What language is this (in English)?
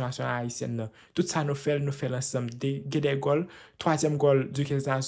Haitian Creole